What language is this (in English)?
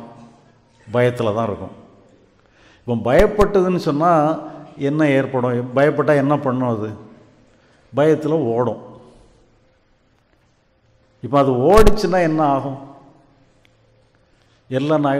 Tamil